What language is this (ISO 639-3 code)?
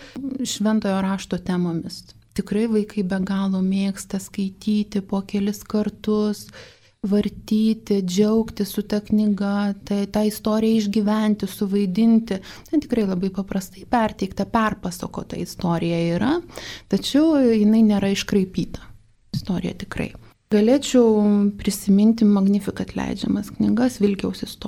lit